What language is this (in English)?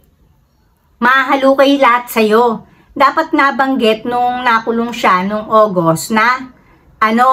Filipino